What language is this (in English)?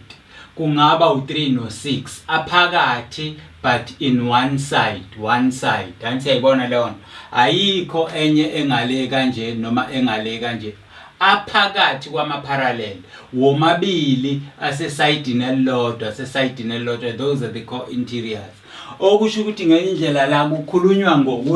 Zulu